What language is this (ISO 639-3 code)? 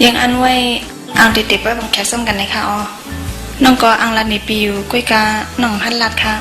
shn